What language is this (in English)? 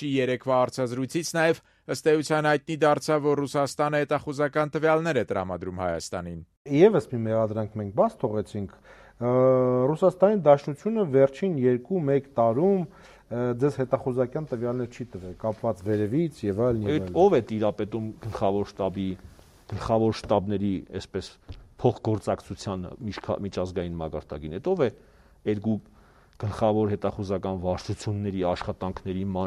Armenian